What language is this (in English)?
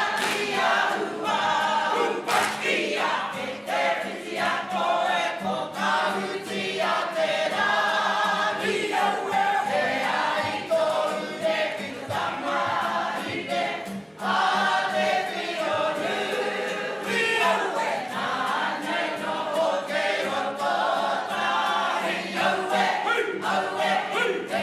Māori